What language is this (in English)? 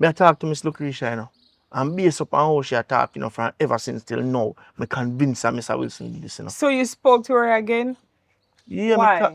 Jamaican Creole English